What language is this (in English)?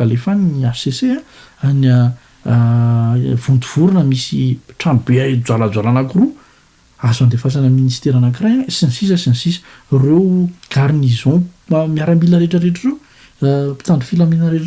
Malagasy